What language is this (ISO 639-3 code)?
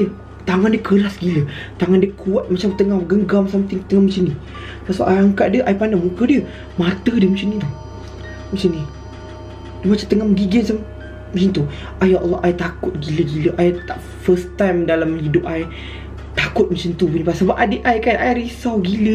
msa